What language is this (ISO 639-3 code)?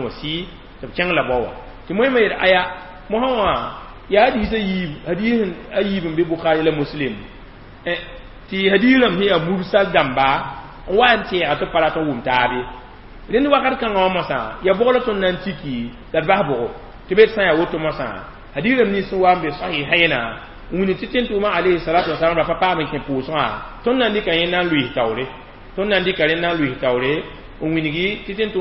mos